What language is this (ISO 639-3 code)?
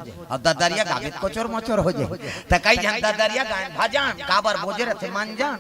hne